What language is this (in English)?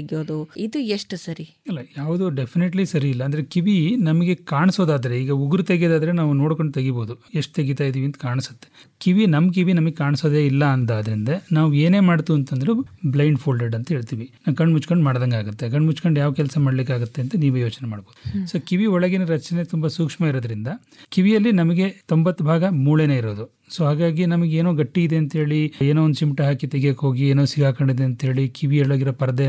Kannada